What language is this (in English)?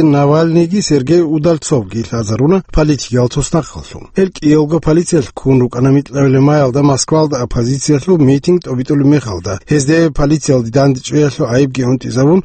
Avaric